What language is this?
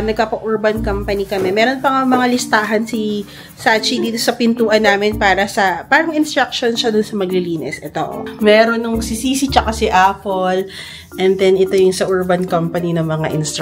Filipino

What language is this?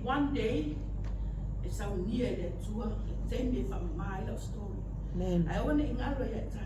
Samoan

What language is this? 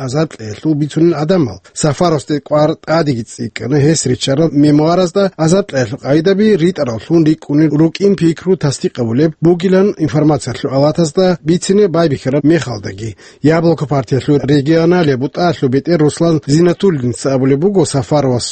Avaric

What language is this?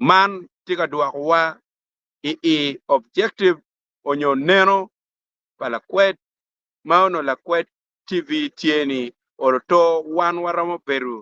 Acoli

